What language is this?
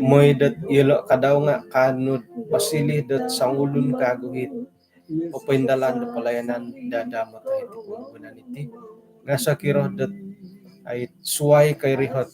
Central Dusun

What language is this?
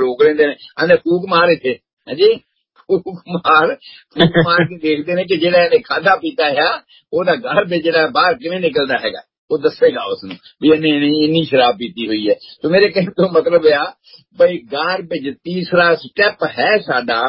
Punjabi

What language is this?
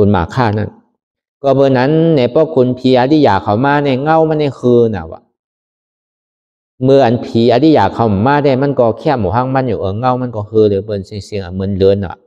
Shan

